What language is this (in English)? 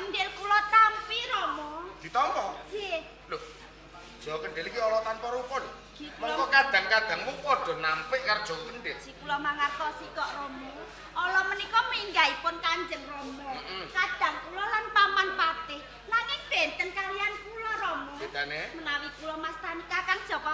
Javanese